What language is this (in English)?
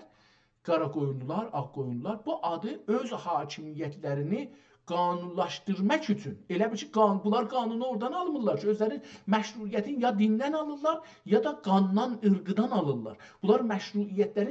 South Azerbaijani